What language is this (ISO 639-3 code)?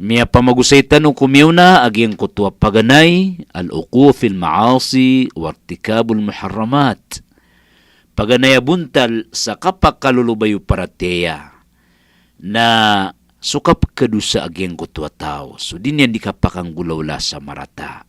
mrw